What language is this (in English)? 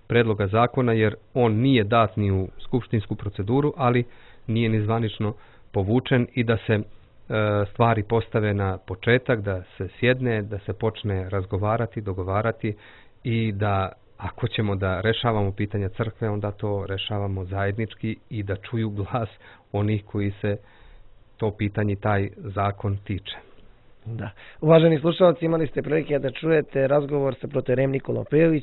Serbian